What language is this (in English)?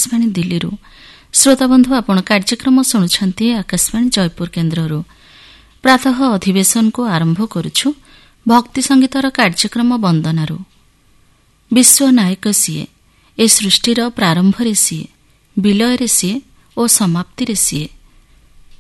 Odia